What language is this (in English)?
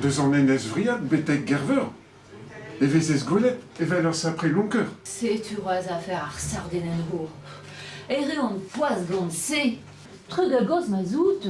Breton